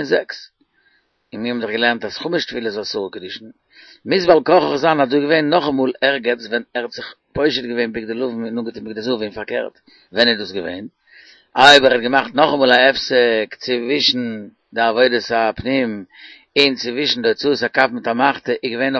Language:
Yiddish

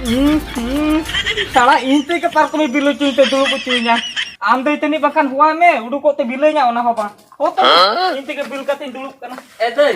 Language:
Santali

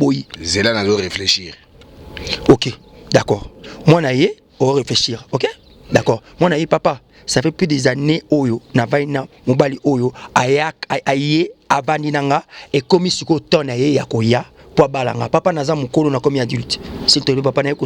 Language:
Lingala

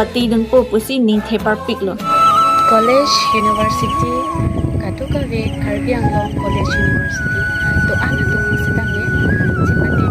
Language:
Karbi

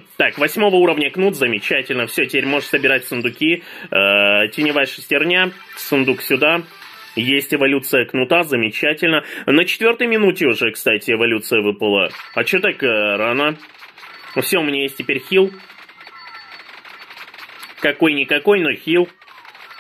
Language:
Russian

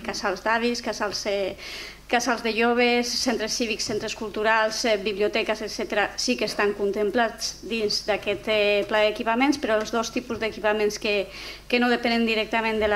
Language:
Catalan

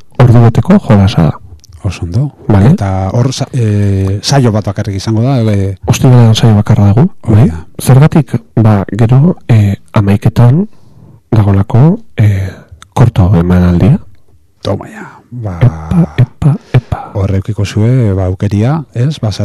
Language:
Basque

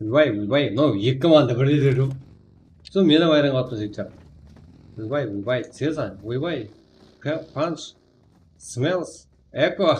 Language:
Kara-Kalpak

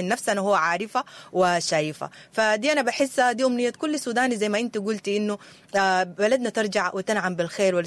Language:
Sudanese Arabic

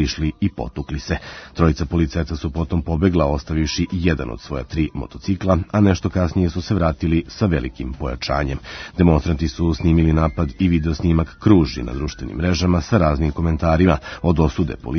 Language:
Serbian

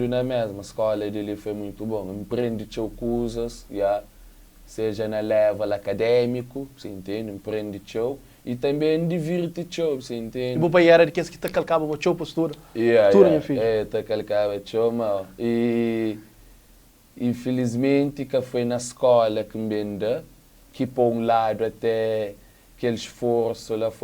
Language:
Kabuverdianu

